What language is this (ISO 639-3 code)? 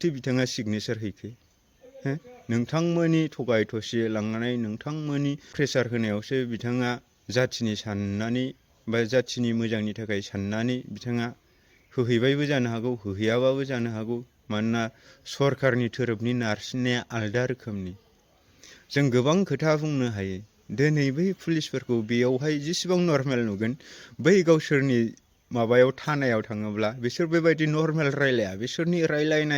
brx